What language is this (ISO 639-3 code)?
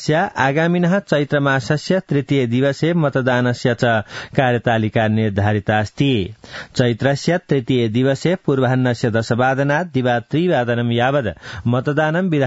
san